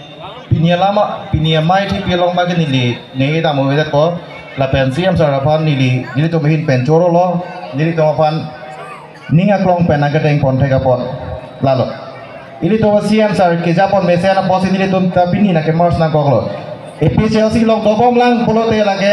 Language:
Karbi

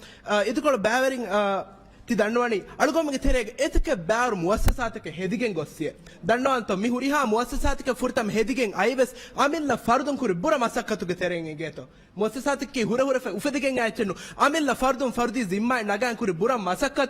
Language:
Divehi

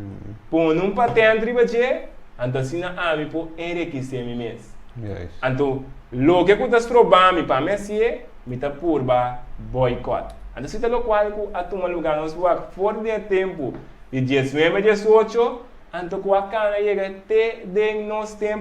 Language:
Papiamento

